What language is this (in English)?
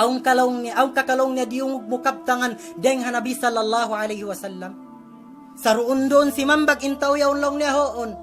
Tausug